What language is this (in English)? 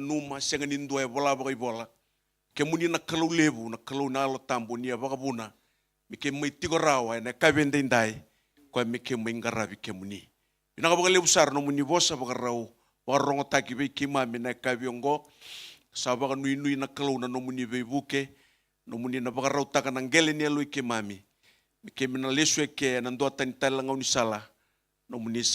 Fijian